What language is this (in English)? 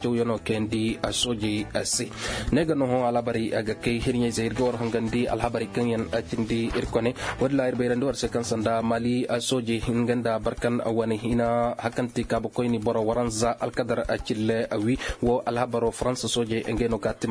Koyraboro Senni